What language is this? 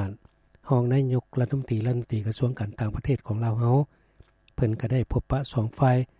Lao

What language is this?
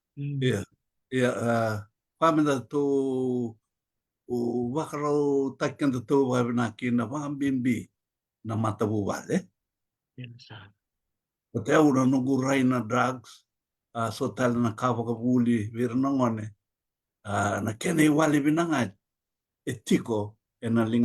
Fijian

